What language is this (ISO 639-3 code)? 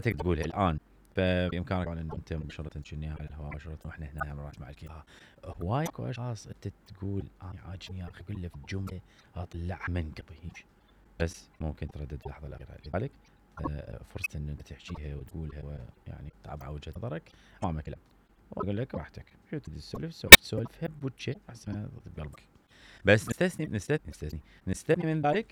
acm